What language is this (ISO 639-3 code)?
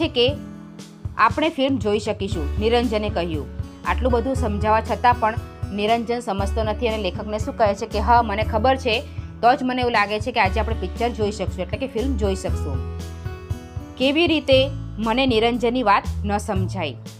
guj